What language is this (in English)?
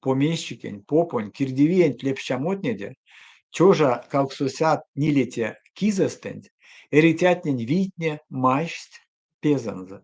Erzya